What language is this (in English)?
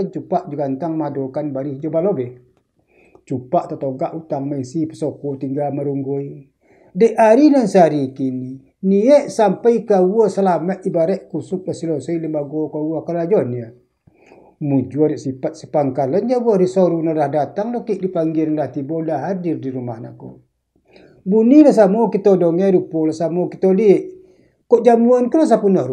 Minangkabau